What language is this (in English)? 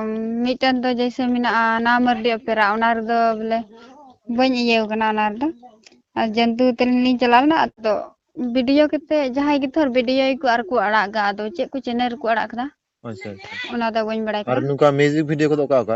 Santali